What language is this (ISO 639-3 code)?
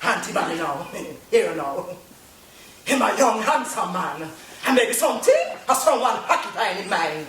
jam